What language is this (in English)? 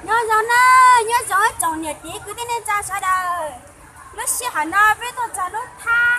Hmong